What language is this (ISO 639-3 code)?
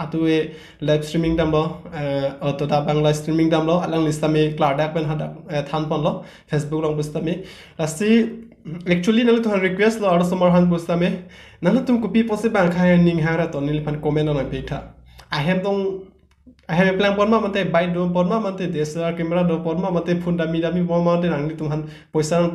mjw